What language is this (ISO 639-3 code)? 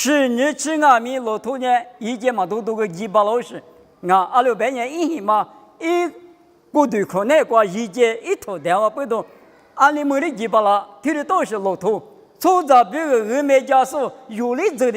lis